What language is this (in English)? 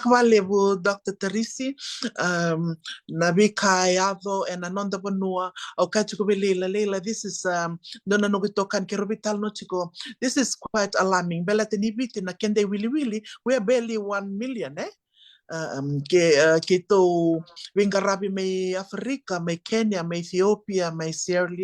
Fijian